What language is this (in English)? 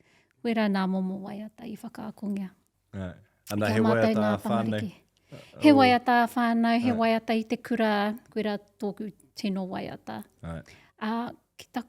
Māori